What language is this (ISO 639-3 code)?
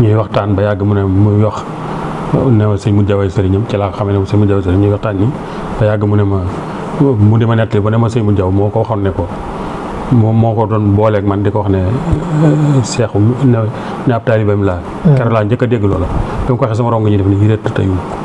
wol